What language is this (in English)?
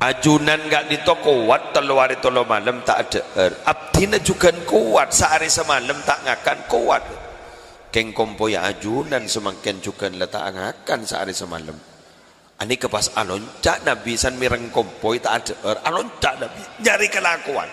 Madurese